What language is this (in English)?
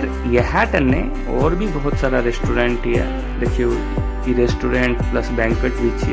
Maithili